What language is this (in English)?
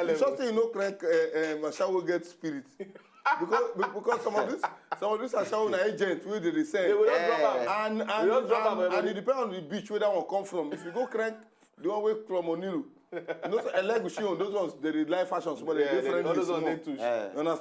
Nigerian Pidgin